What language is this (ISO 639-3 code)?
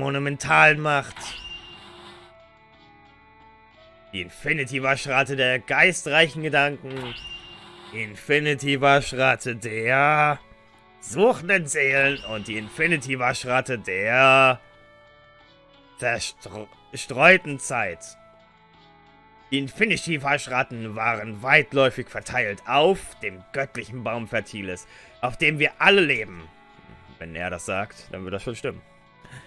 deu